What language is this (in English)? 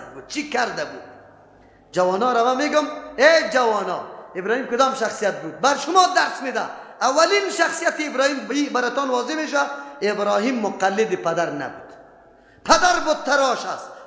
Persian